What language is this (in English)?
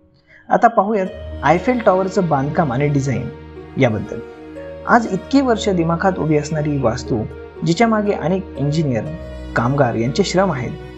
Marathi